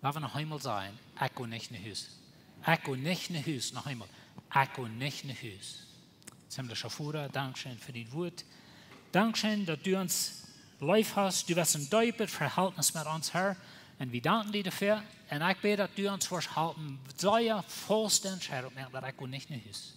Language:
Plautdietsch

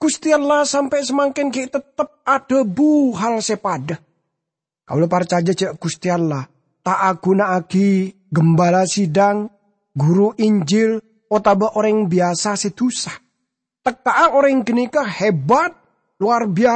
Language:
Madurese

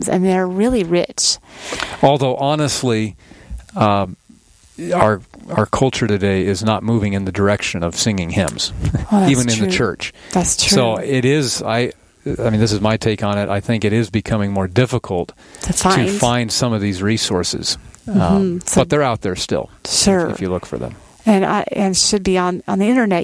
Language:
English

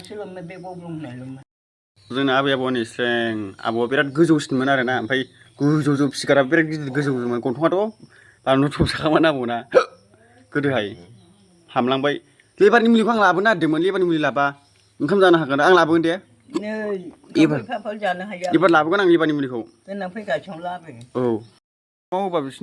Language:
Bodo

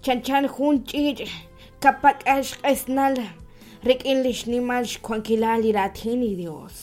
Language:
Kekchí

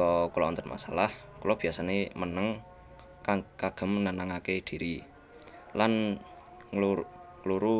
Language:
Javanese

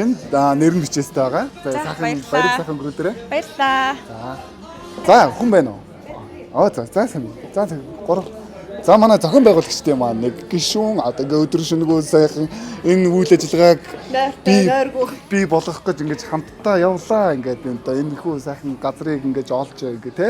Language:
Mongolian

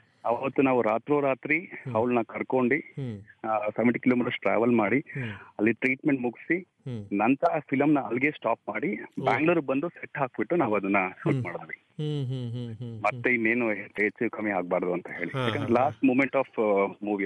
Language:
Kannada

